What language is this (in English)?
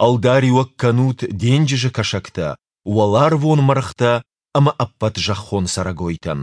Ossetic